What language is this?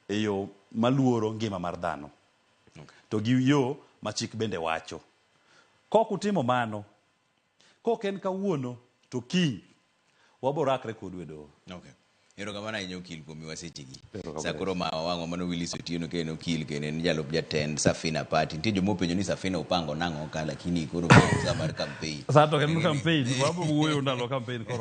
Luo (Kenya and Tanzania)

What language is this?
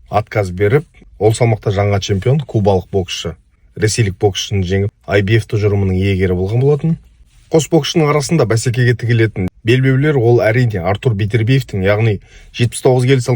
Kazakh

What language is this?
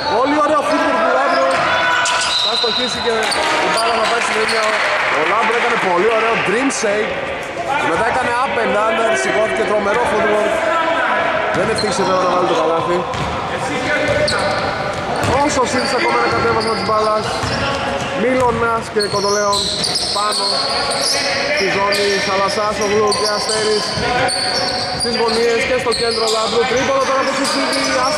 Greek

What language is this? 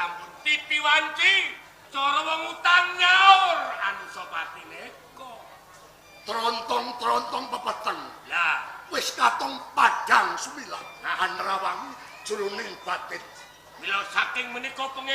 Javanese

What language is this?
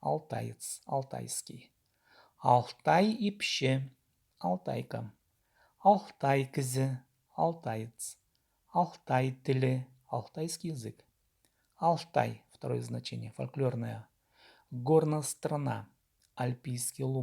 Khakas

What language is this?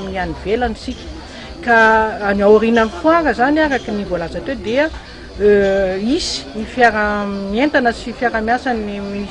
Malagasy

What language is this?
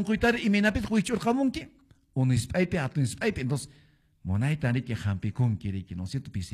Quechua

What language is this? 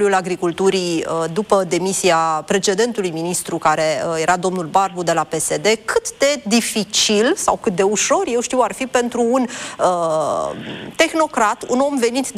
Romanian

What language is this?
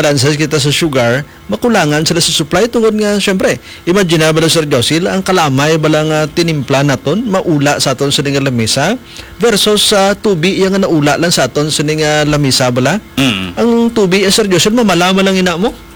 Hiligaynon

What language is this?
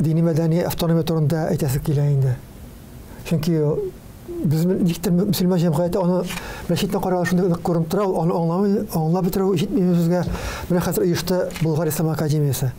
Tatar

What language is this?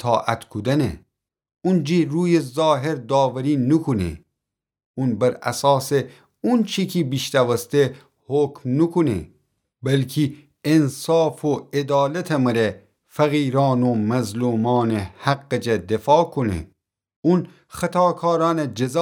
Gilaki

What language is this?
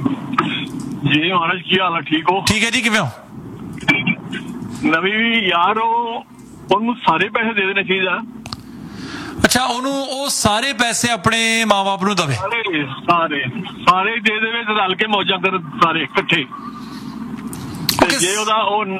Punjabi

